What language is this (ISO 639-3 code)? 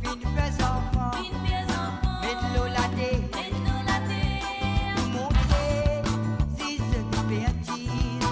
mfe